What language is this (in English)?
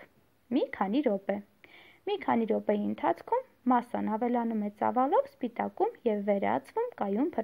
Armenian